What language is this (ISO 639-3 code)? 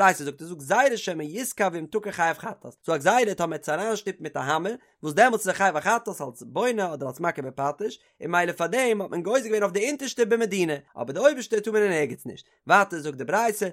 yid